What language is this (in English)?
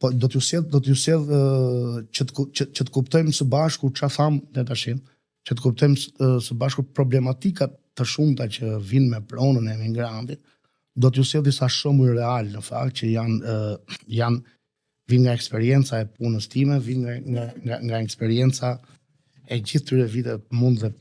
Albanian